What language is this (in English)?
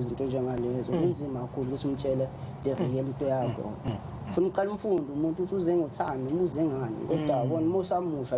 Zulu